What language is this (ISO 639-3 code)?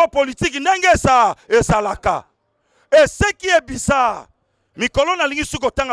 lin